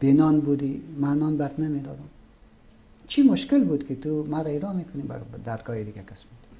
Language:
Persian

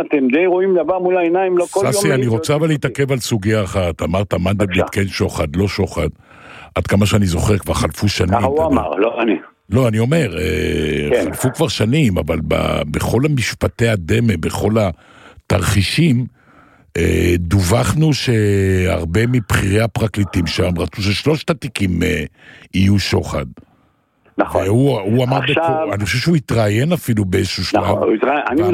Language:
Hebrew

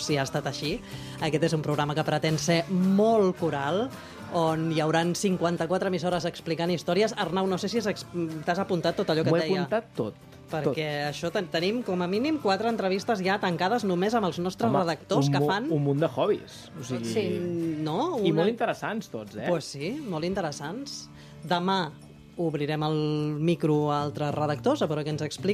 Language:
Catalan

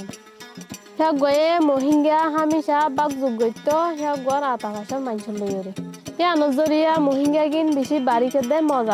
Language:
Rohingya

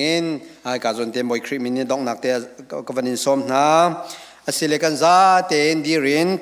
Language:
Hakha Chin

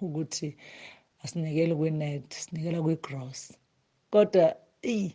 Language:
Zulu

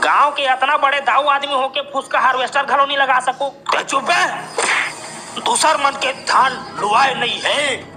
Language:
Chhattisgarhi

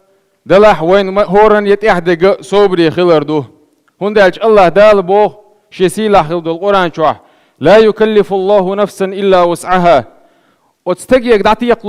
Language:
Chechen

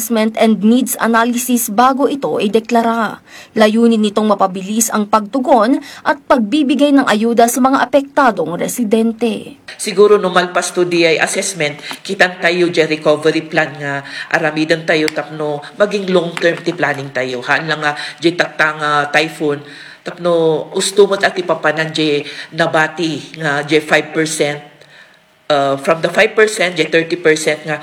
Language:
Filipino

